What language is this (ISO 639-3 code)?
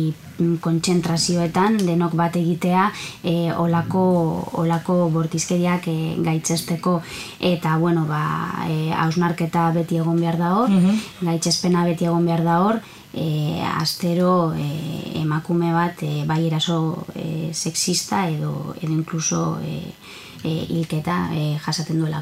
eus